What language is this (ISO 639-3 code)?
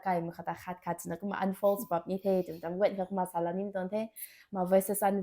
nbu